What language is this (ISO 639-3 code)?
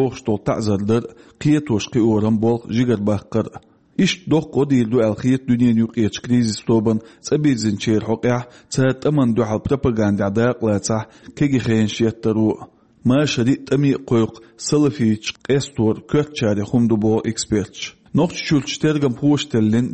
che